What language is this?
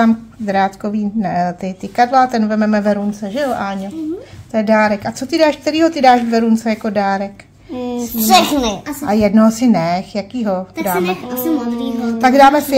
Czech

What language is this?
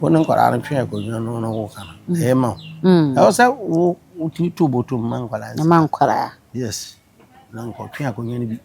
Akan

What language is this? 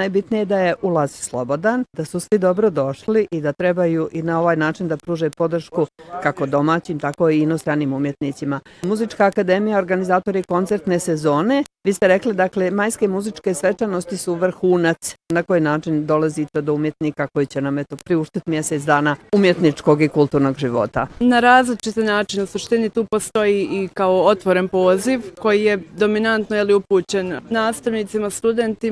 Bosnian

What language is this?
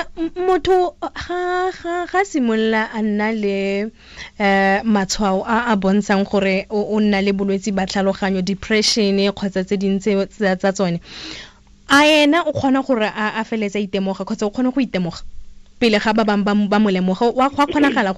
Tswana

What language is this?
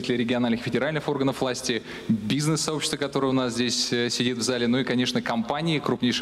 Russian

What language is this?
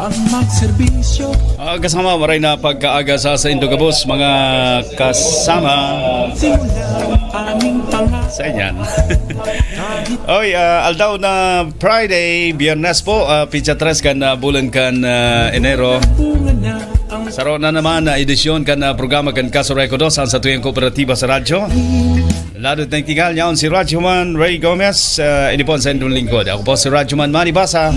Bikol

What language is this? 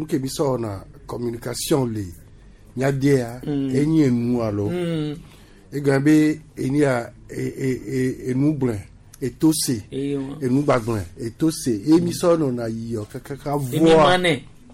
Gen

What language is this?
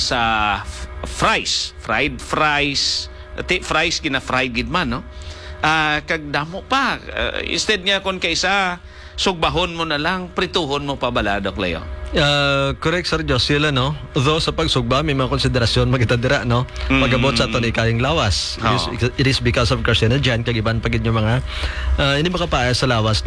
Hiligaynon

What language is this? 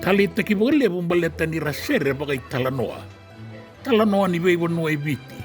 Fijian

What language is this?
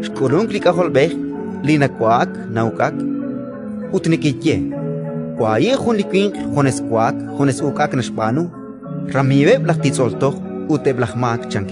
Kekchí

